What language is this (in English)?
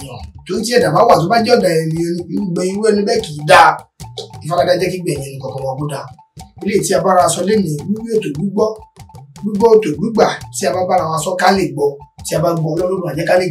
Yoruba